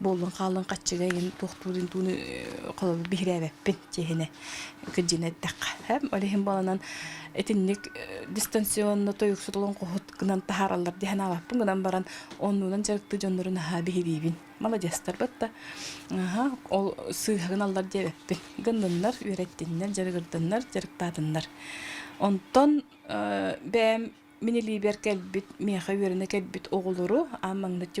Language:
Yakut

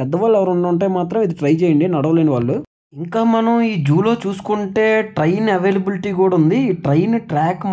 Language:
Telugu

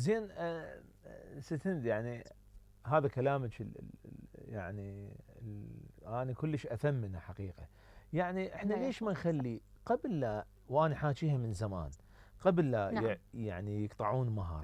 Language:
Mesopotamian Arabic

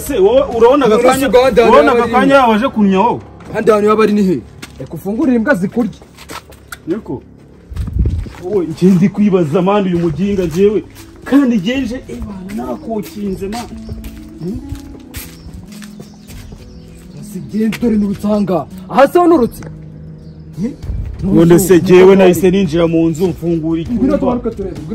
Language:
Kinyarwanda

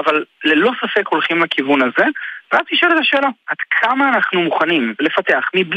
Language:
Hebrew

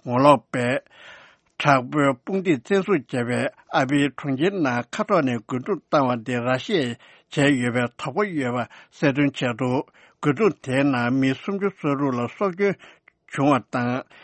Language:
Tibetan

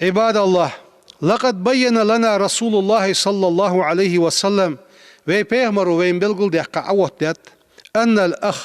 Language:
Ingush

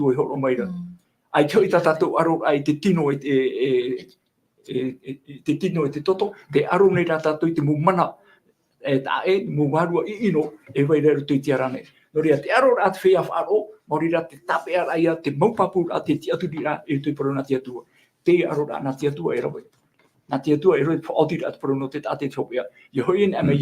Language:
Tahitian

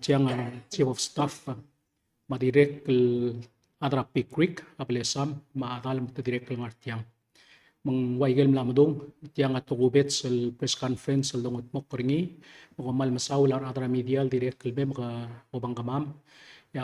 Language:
Palauan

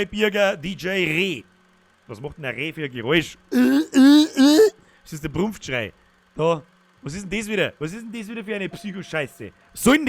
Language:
Bavarian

